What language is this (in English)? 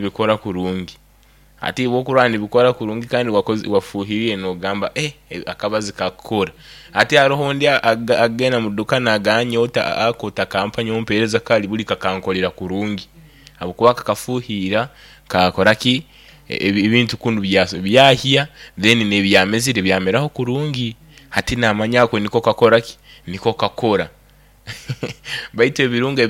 Nyoro